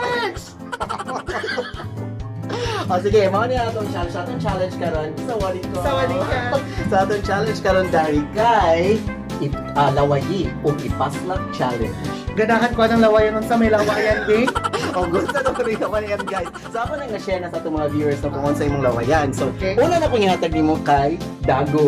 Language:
Cebuano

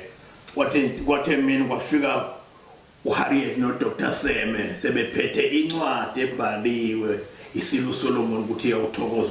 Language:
Zulu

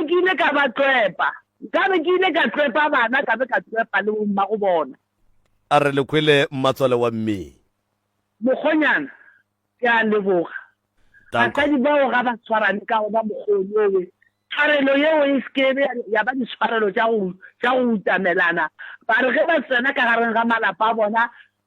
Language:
Northern Sotho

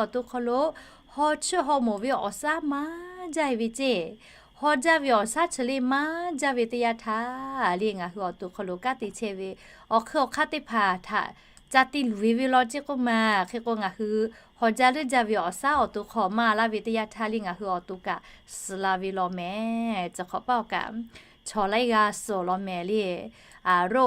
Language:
Lahu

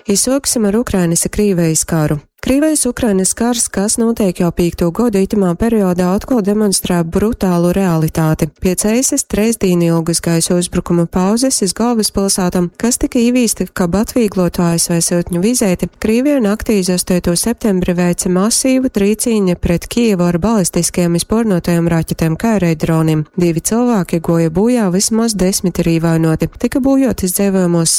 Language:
Latgalian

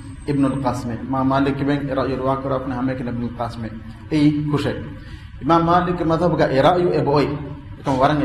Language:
Divehi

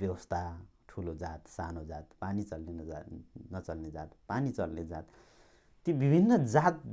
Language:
Nepali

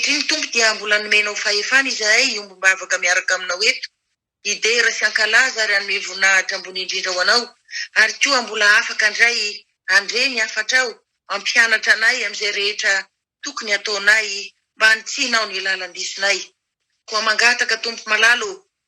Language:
Malagasy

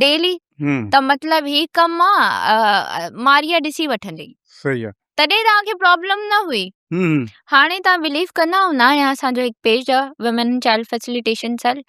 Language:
Sindhi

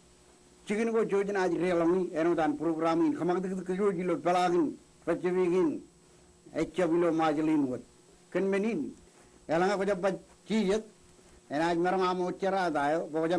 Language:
Marshallese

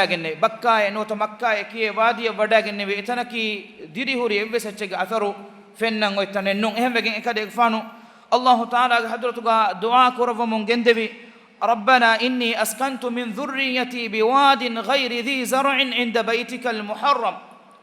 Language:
Divehi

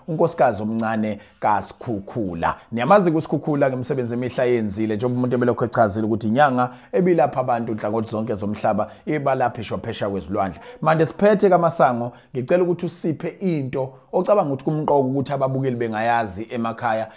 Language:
Zulu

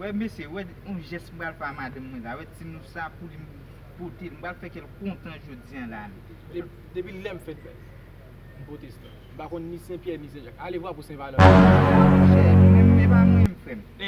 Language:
Haitian Creole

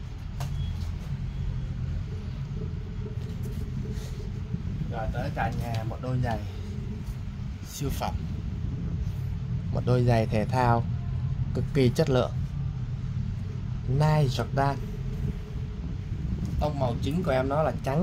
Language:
Vietnamese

